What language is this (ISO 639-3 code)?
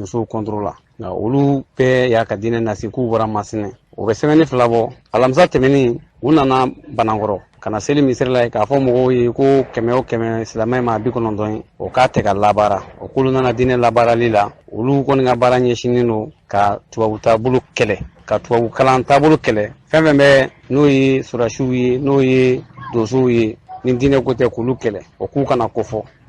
bam